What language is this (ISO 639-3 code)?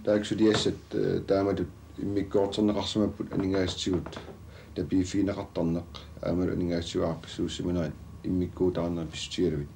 kal